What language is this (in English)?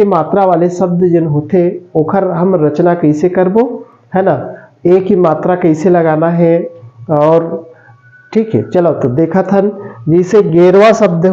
Chhattisgarhi